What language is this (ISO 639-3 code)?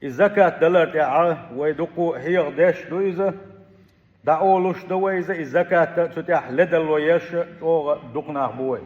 che